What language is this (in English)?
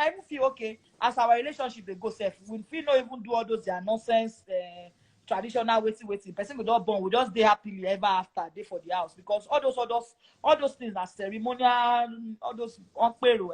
Nigerian Pidgin